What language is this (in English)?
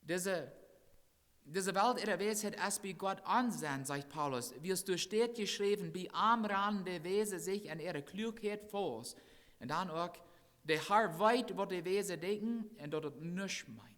Plautdietsch